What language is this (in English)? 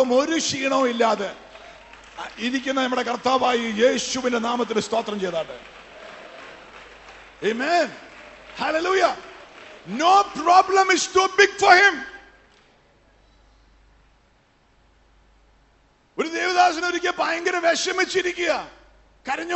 Malayalam